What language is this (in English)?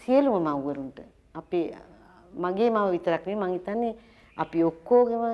Sinhala